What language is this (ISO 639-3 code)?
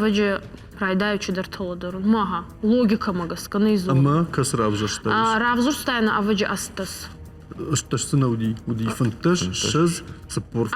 oss